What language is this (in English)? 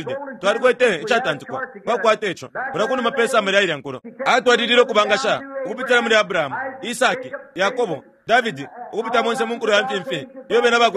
Bemba